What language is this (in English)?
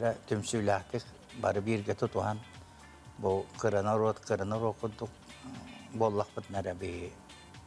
Yakut